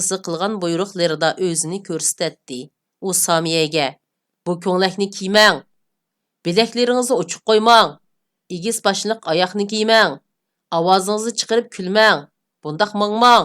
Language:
Uyghur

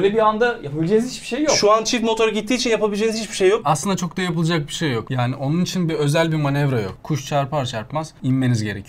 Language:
Turkish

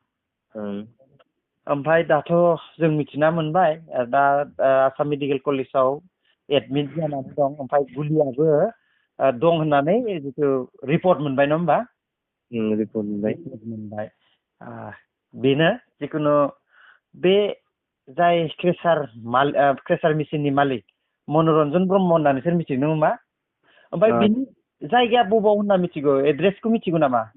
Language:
Bodo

